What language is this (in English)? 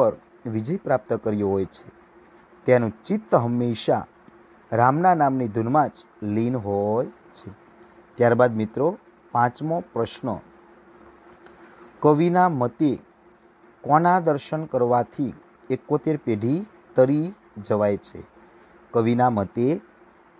Gujarati